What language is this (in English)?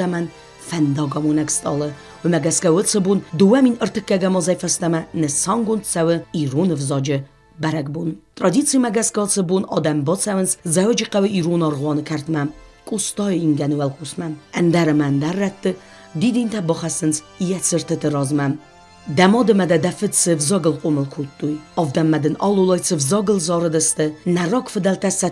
Ossetic